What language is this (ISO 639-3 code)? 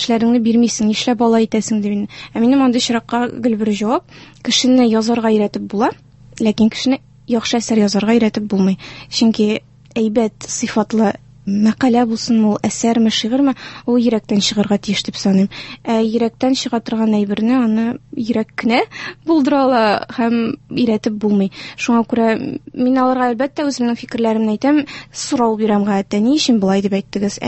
tat